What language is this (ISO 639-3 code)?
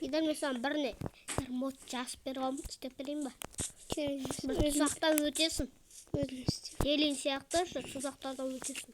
kaz